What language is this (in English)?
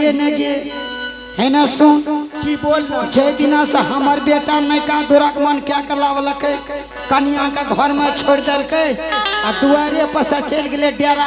Angika